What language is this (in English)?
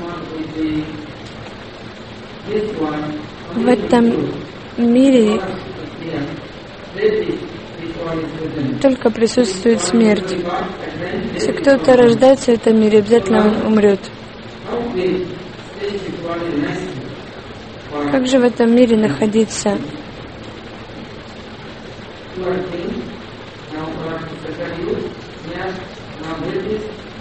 Russian